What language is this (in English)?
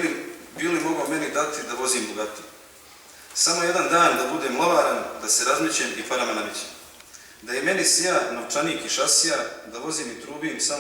Bosnian